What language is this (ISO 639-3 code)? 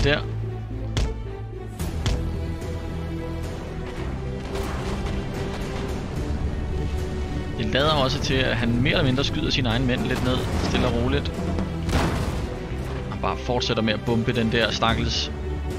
dan